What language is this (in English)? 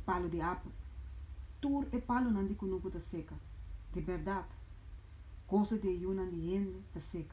Papiamento